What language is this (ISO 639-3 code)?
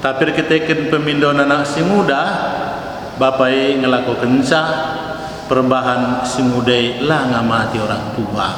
btx